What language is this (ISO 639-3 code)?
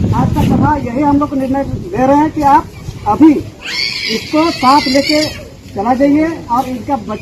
sat